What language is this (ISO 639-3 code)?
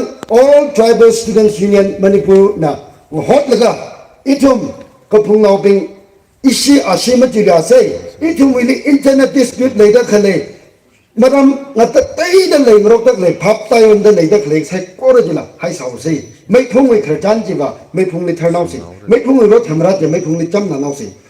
nmf